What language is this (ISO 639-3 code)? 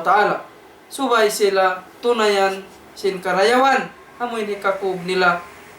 tsg